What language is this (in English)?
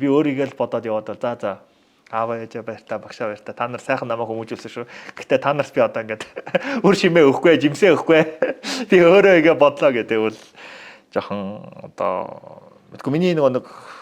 Mongolian